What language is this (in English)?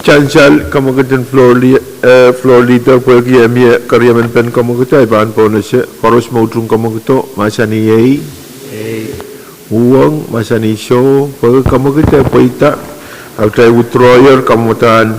Pohnpeian